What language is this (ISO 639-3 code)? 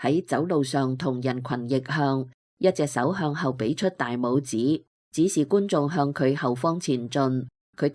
yue